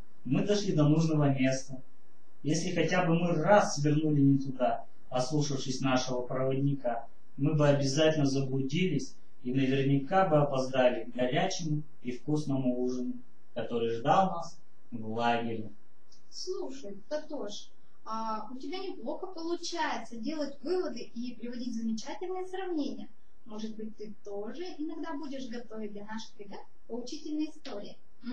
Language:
Russian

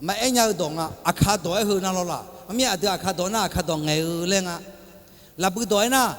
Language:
Akha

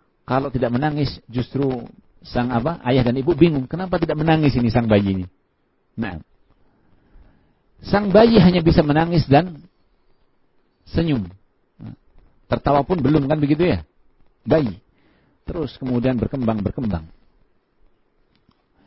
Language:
Indonesian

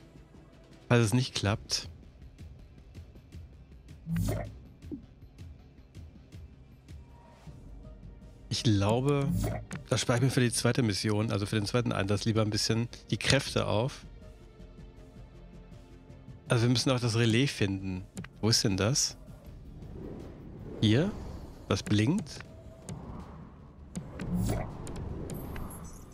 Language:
German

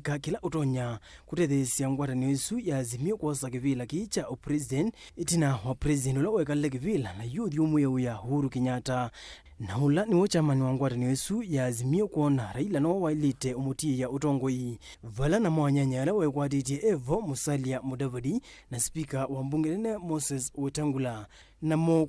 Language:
Kamba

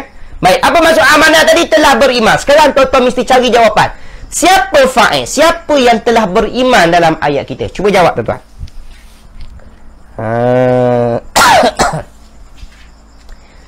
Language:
Malay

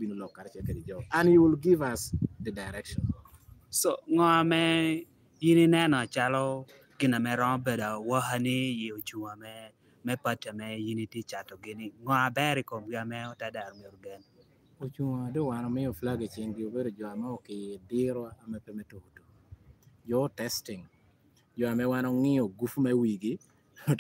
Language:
Lango (Uganda)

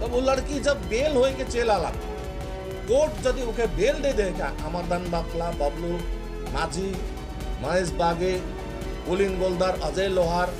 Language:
Sadri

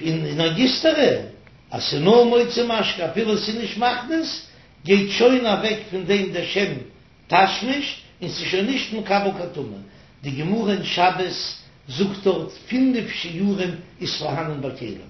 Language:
Yiddish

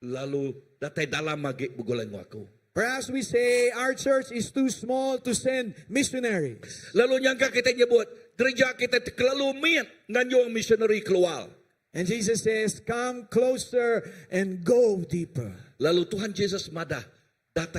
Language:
Iban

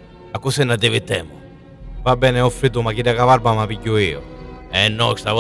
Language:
Sicilian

